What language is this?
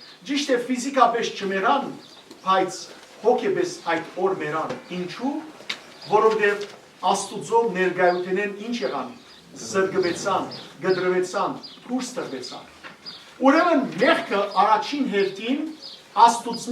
Western Armenian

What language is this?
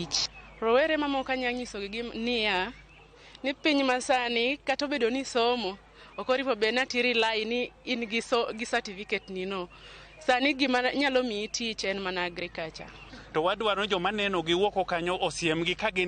Luo (Kenya and Tanzania)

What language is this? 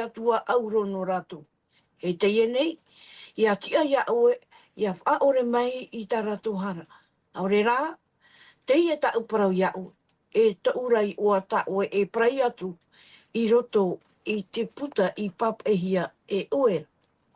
Tahitian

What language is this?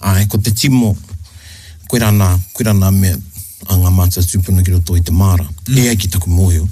Māori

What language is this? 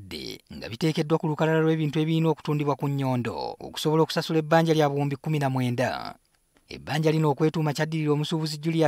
Ganda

